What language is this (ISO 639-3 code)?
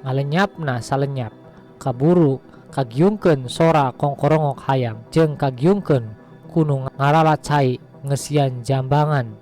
sun